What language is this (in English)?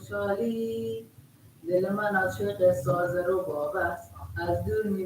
Persian